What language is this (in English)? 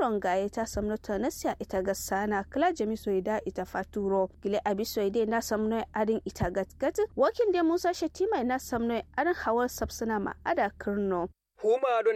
Kanuri